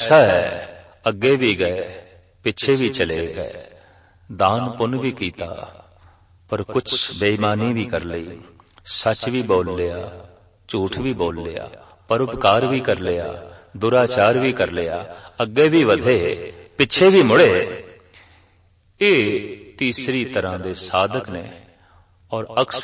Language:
Punjabi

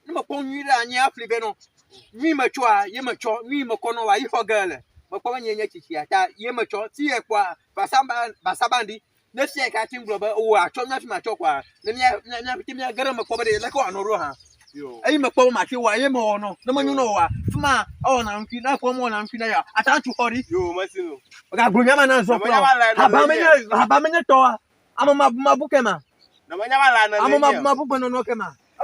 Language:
Ewe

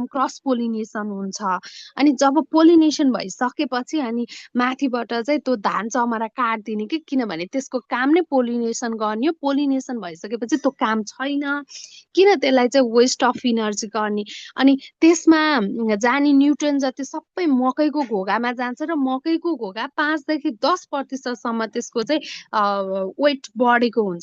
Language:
Nepali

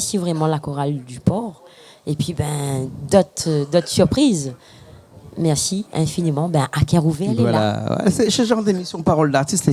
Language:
Réunion Creole French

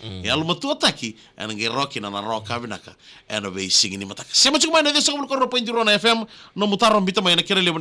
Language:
Fijian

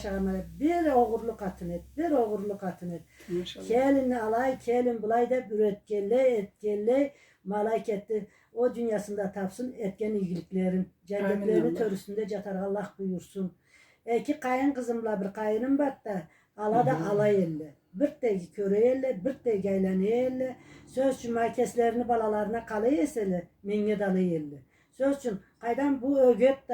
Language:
Karachay-Balkar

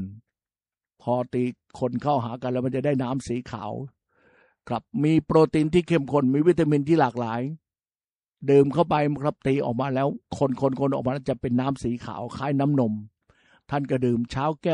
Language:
Thai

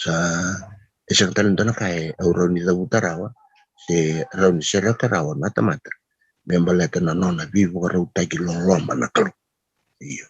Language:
Fijian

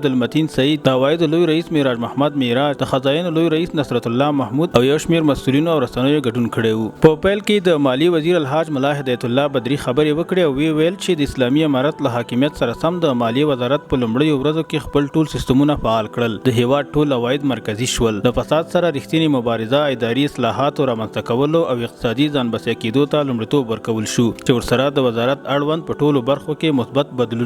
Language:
Pashto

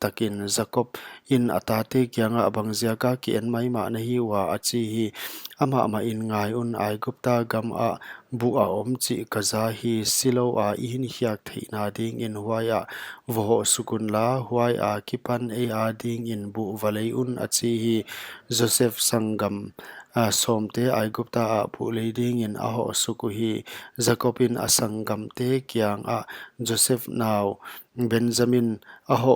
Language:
Paite Chin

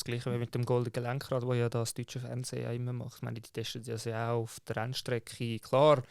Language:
Swiss German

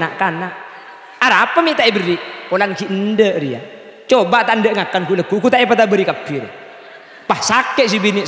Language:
Madurese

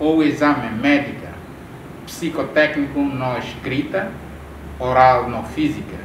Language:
Tetum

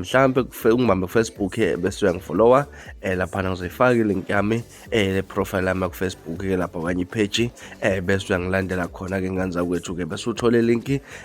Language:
Zulu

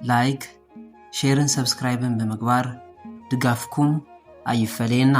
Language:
Tigrinya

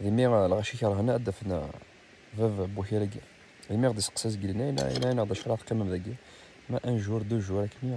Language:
Kabyle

